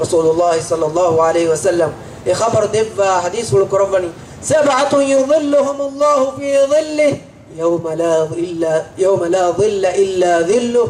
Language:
Divehi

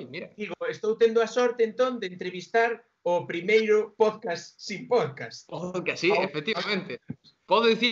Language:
Galician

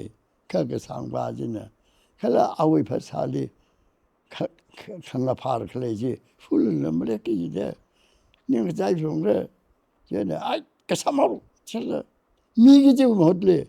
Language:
Tangkhul Naga (India)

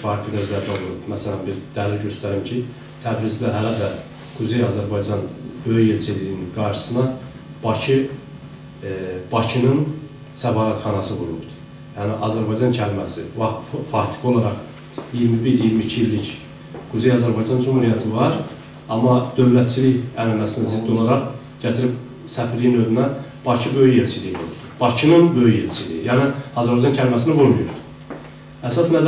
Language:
South Azerbaijani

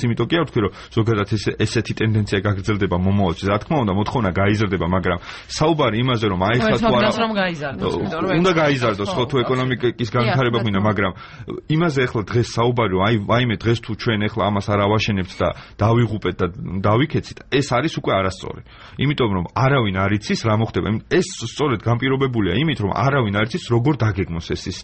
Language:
Georgian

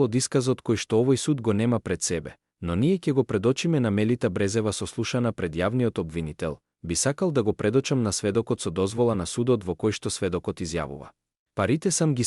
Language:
Macedonian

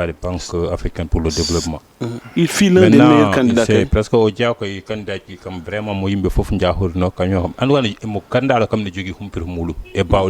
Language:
Fula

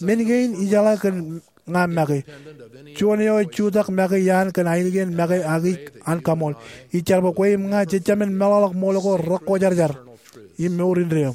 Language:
Marshallese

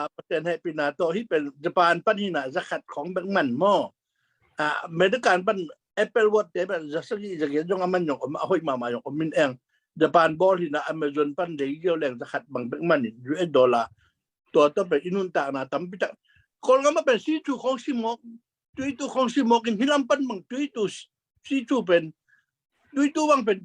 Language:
Tedim Chin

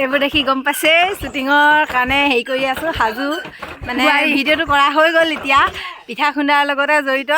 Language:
Assamese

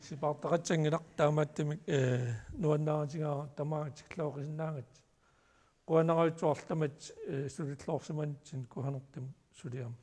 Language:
Kalaallisut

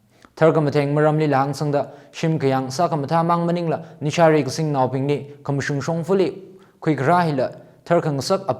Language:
Tangkhul Naga (India)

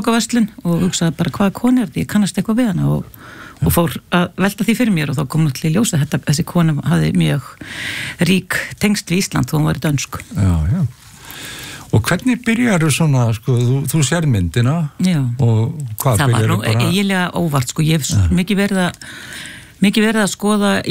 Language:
Icelandic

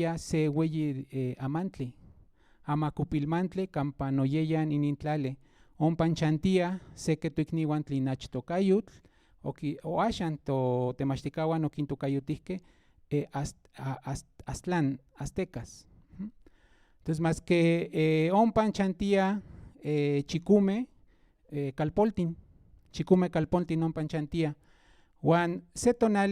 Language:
Central Nahuatl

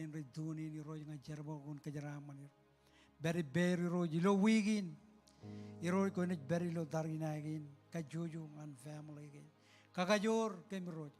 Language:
Marshallese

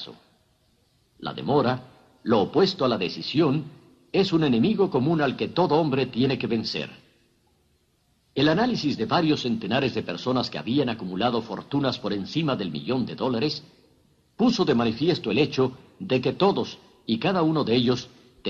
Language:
Spanish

